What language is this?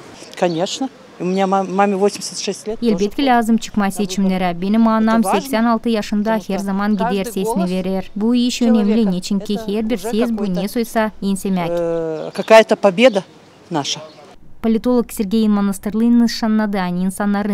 Gagauz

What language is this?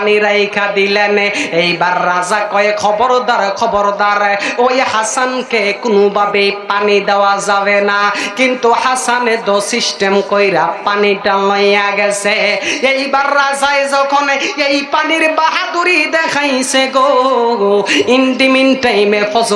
Bangla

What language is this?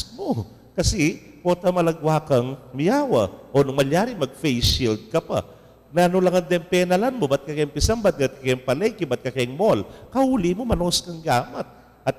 Pampanga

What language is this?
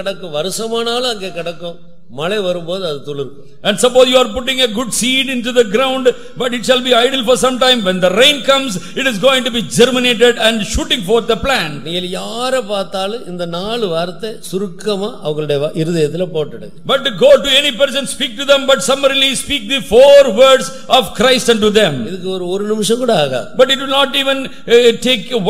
Tamil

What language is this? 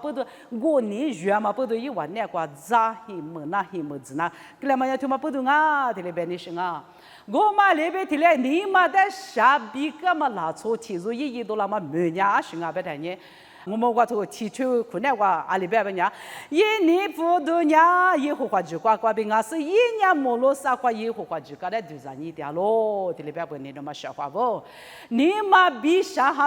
Lisu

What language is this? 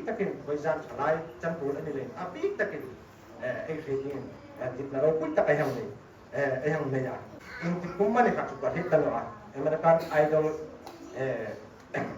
Hmar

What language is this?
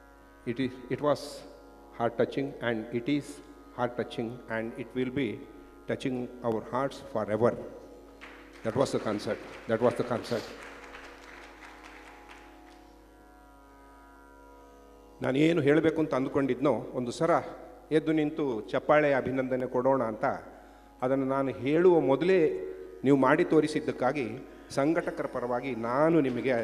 Kannada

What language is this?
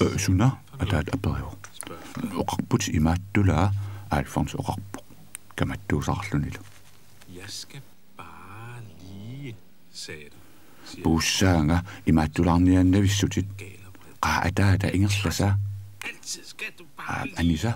Kalaallisut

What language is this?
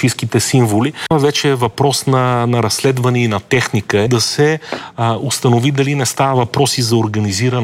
Bulgarian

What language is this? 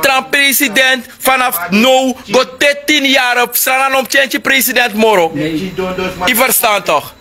Sranan Tongo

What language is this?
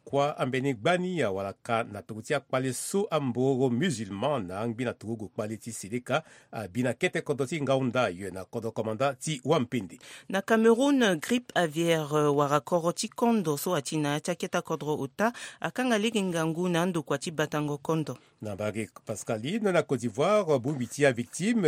Sango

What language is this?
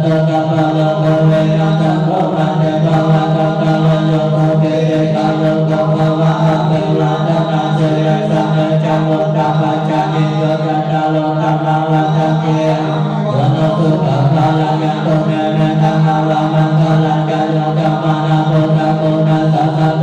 Pali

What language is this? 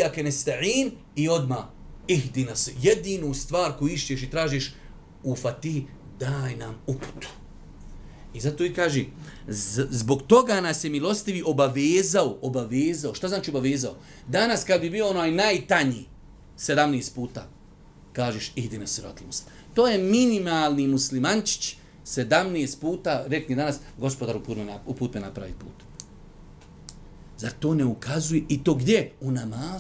Bosnian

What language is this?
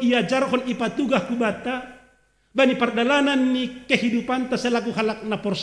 Batak Simalungun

